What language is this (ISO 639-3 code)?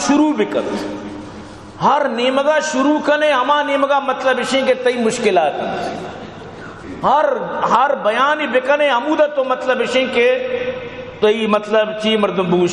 bal